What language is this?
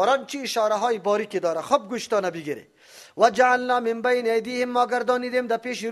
Persian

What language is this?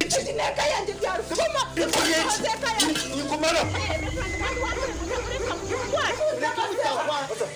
Nyankole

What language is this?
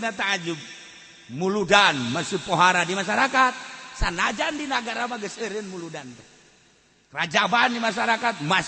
Sundanese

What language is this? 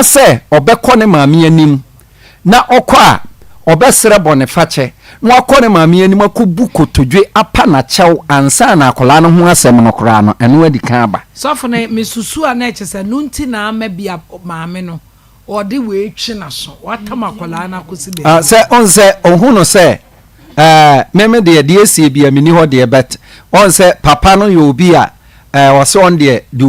Akan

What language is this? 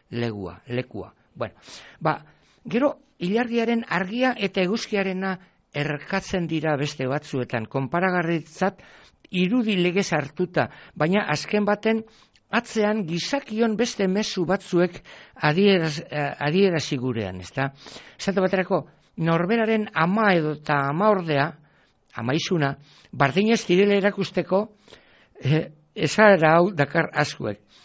Basque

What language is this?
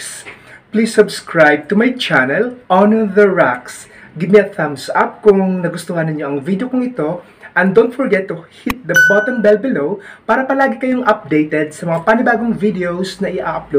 Filipino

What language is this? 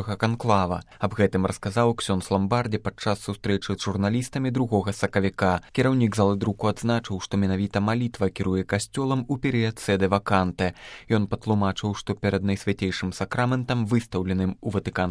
Belarusian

